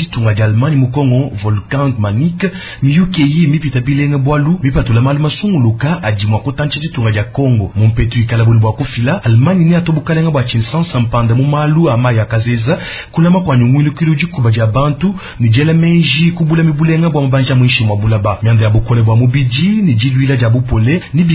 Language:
Luba-Lulua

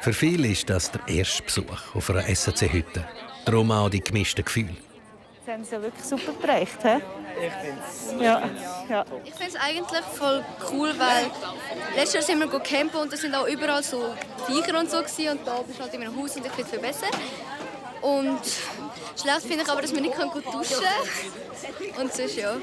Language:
Swiss German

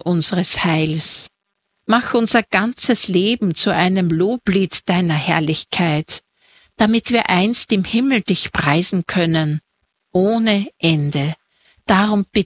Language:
German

